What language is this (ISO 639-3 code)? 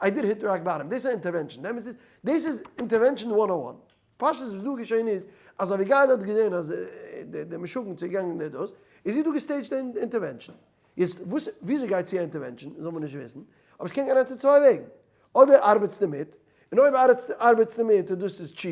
yid